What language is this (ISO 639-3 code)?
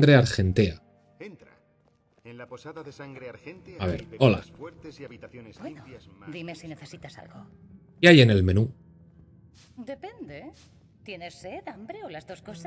spa